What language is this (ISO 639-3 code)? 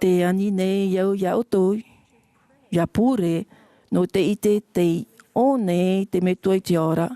tah